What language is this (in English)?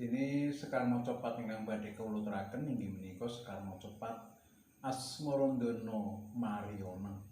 Javanese